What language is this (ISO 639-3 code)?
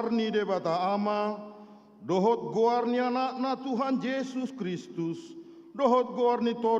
bbc